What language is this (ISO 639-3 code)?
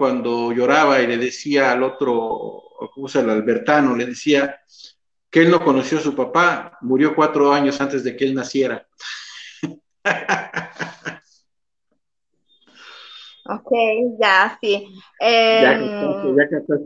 spa